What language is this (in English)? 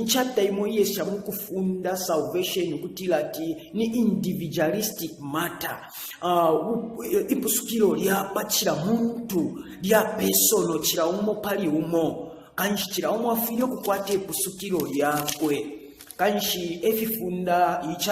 Bemba